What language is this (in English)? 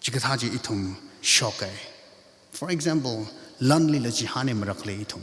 Tangkhul Naga (India)